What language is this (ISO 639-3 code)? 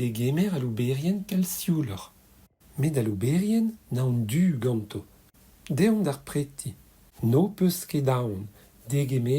bre